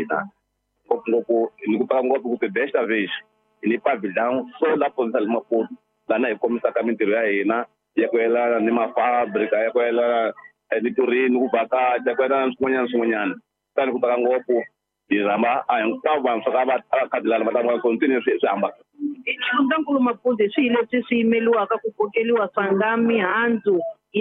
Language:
Tsonga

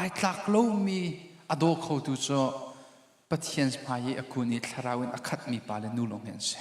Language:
Hakha Chin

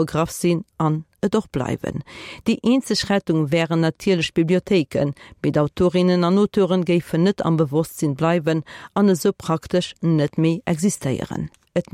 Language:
Luxembourgish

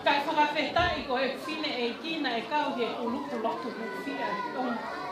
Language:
Tongan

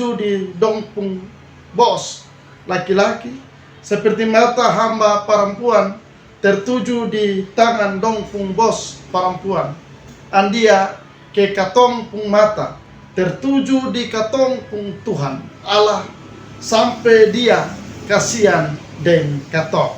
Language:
Kupang Malay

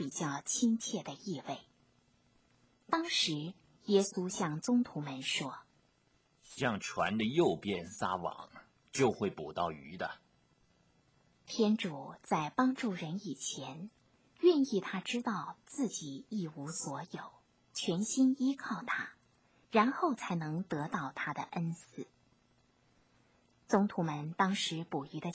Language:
Chinese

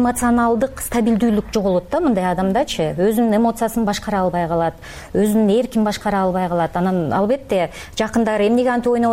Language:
Kyrgyz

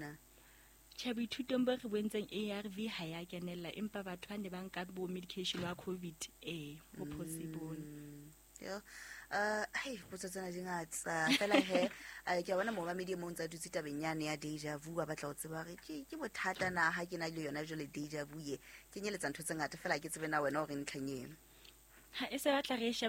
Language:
Southern Sotho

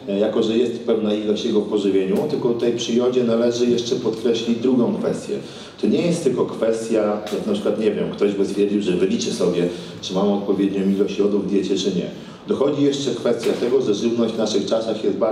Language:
Polish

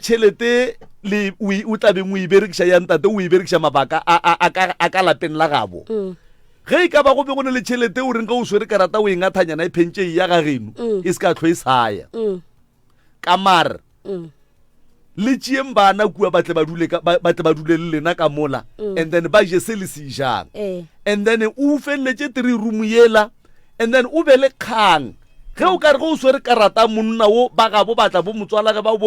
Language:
Northern Sotho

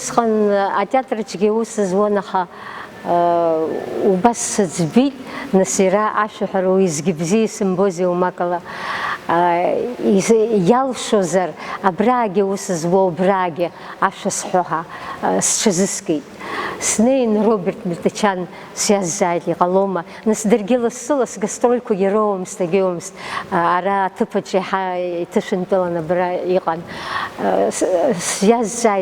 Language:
Abkhazian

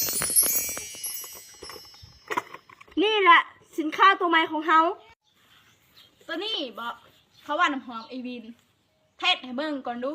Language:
Lao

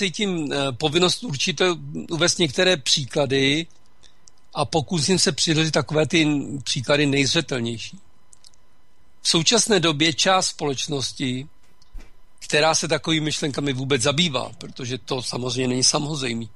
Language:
Czech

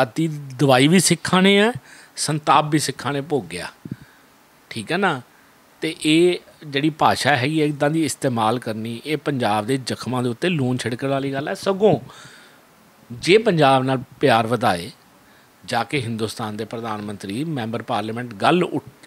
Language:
Punjabi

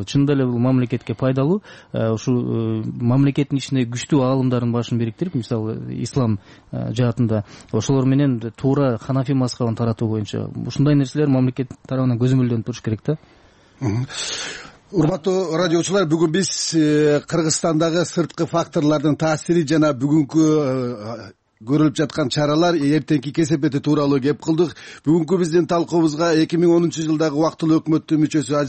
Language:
Kyrgyz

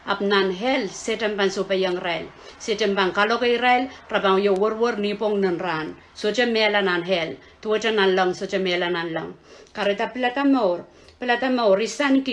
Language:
Pohnpeian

